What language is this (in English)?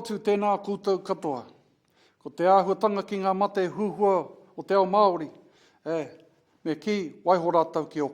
Māori